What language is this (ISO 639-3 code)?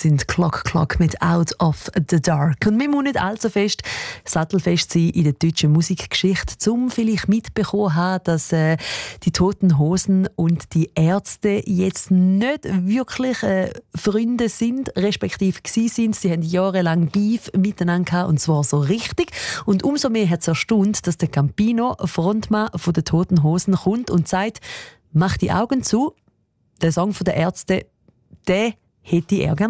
gsw